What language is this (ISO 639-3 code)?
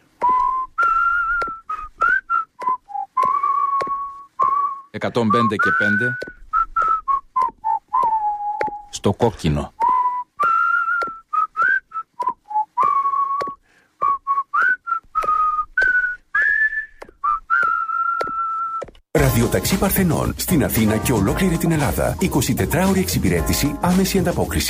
ell